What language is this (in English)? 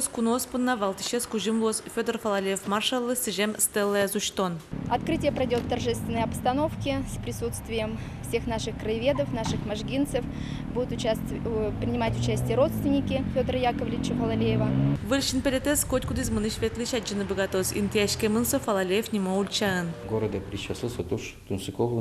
Udmurt